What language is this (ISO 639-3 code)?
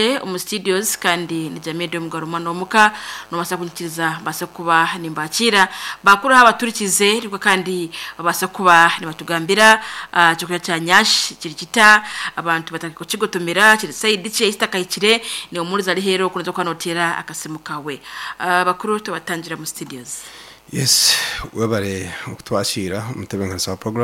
nyo